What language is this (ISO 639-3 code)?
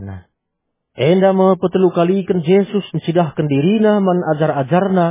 btx